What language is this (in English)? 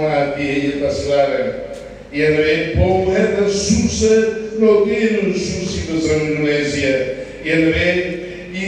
Tetum